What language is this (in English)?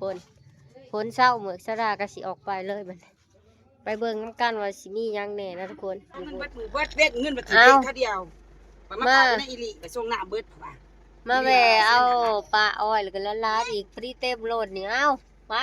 Lao